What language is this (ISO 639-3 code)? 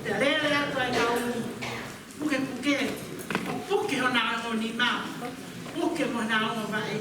ton